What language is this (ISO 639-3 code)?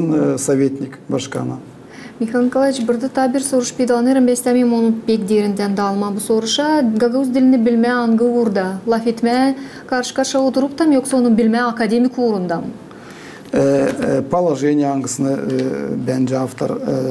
gag